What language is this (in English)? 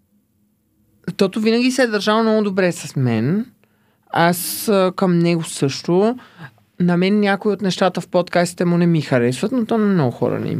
Bulgarian